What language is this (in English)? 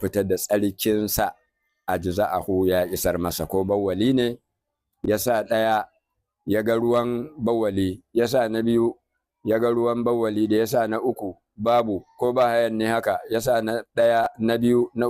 Hausa